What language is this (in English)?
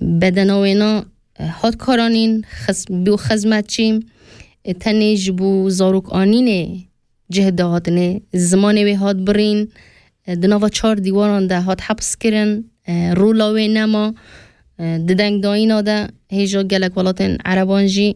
Kurdish